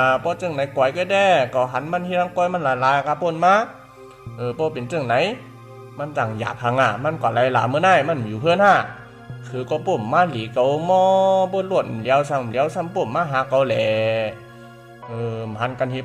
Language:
Shan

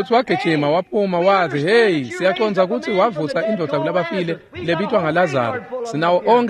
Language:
Swati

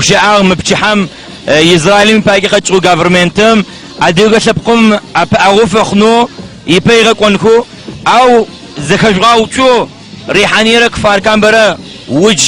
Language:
Adyghe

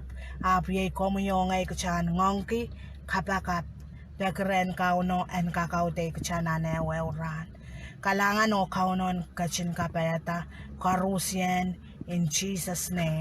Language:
Pohnpeian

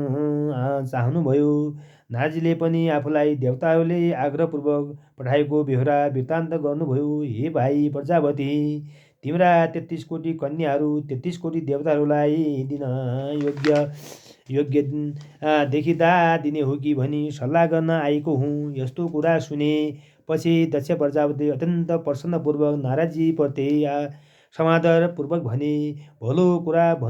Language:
Nepali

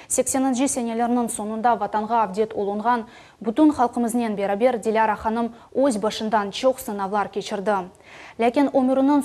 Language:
Crimean Tatar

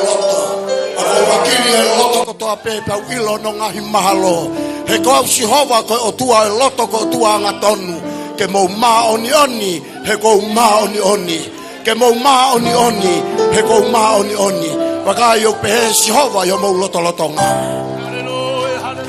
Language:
Tongan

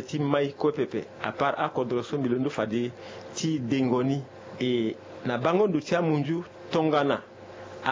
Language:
Sango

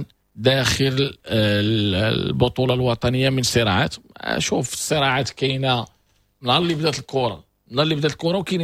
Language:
Moroccan Arabic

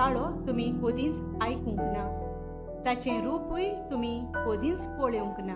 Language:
Konkani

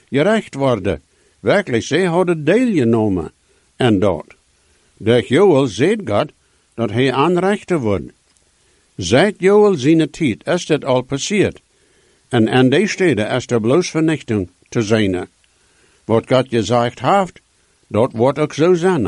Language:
Dutch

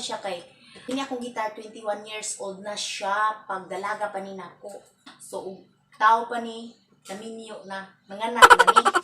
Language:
Cebuano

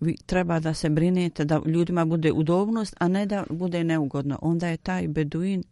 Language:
Bosnian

